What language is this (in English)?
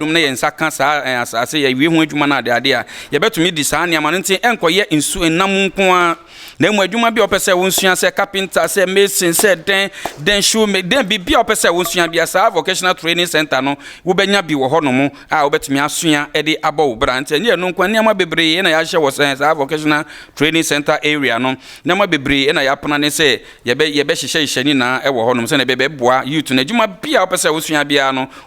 Akan